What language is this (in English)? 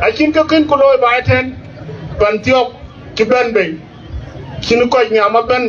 Dinka